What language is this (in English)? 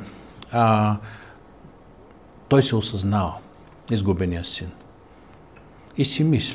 Bulgarian